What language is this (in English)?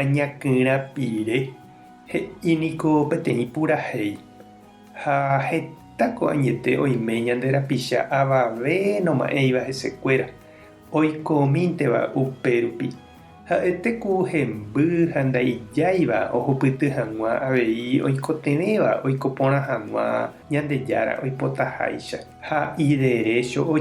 Guarani